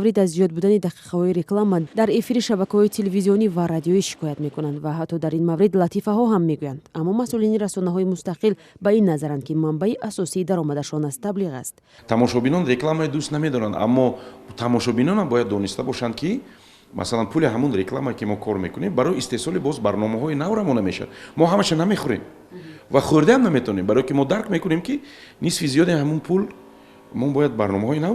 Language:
Tajik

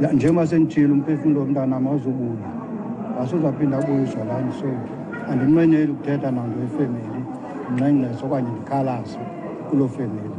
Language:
Xhosa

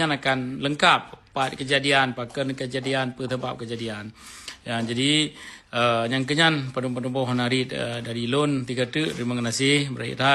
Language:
Achinese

